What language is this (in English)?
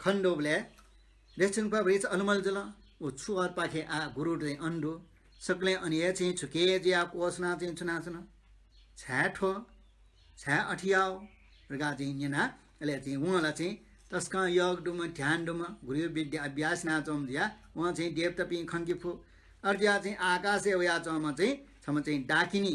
Newari